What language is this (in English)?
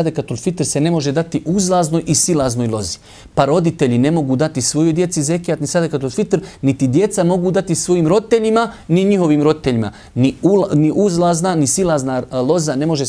Bosnian